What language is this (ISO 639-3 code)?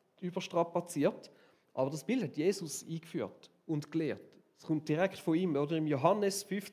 gsw